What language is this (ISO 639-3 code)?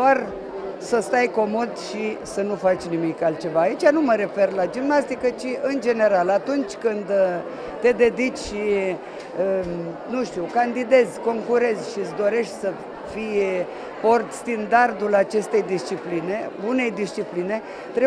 ron